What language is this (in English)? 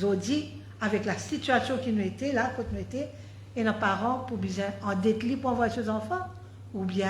Morisyen